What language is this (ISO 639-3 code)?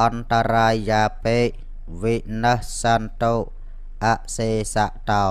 khm